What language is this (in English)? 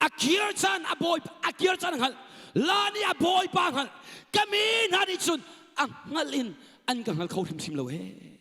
Hakha Chin